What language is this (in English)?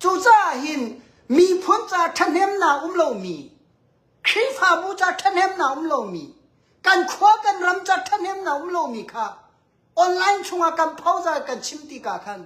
Hakha Chin